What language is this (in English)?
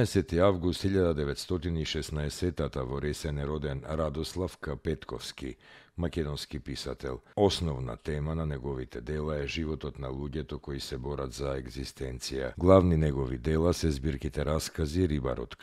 Macedonian